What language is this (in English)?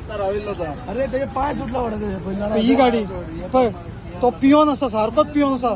Konkani